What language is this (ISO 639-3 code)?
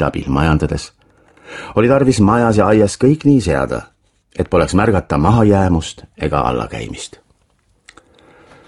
est